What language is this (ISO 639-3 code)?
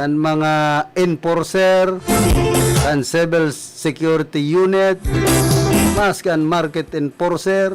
bik